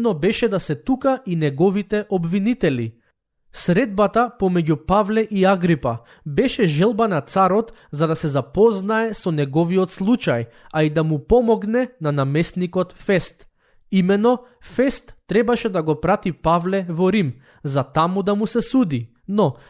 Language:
Macedonian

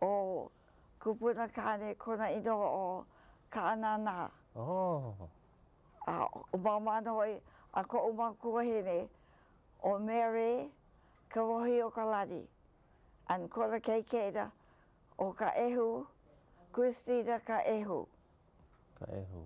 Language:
Hawaiian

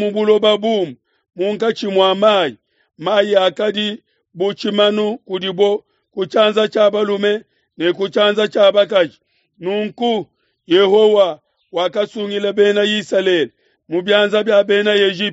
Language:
Luba-Lulua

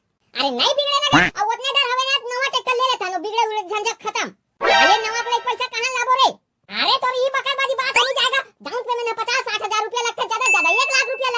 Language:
Chhattisgarhi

